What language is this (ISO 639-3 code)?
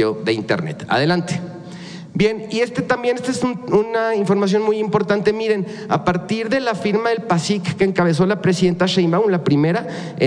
spa